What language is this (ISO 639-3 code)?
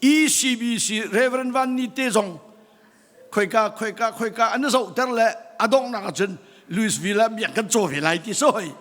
cnh